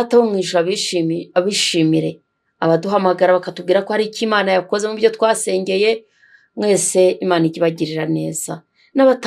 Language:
Kinyarwanda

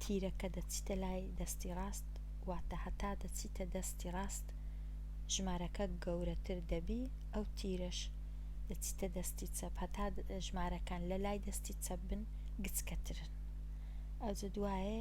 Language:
Central Kurdish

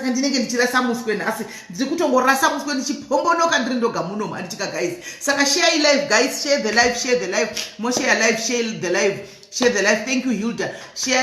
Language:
Shona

